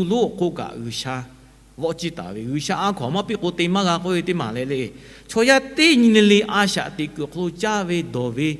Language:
Lahu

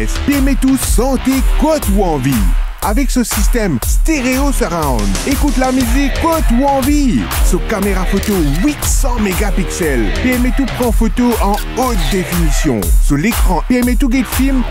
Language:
Morisyen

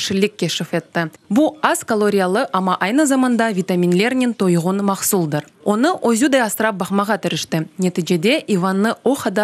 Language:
Crimean Tatar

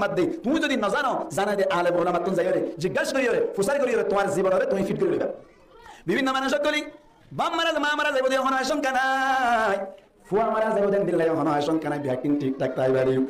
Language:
Rohingya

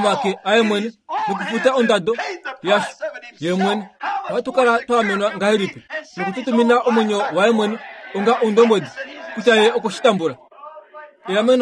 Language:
Kuanyama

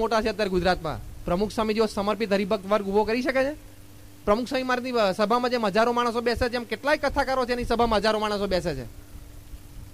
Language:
Gujarati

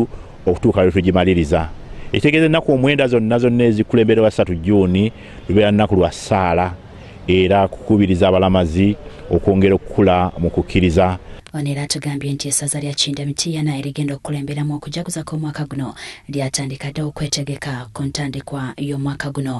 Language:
Ganda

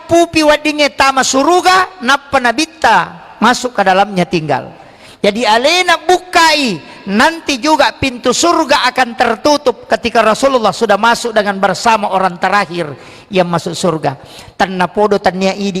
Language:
Buginese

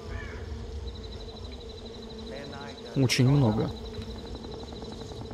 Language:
Russian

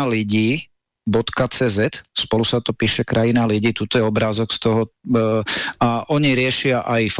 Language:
Slovak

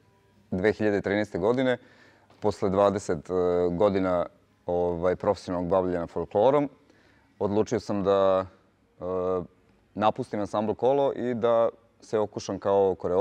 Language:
Serbian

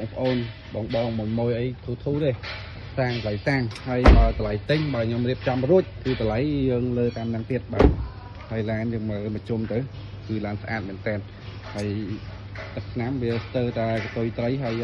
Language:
Khmer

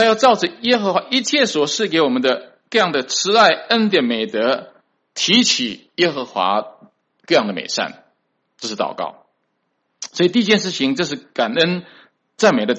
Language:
Chinese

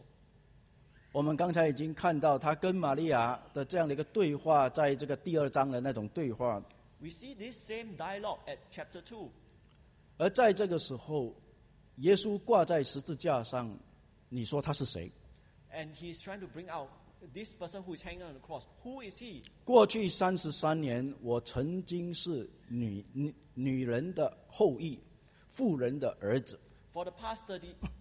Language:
Chinese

